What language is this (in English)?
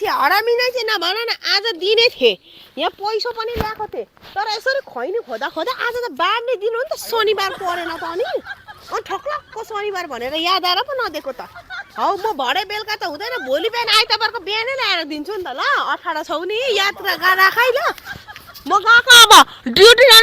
Nepali